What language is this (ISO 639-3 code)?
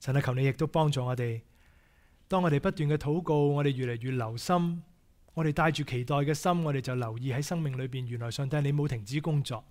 yue